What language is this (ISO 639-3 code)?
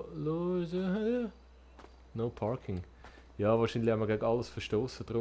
gsw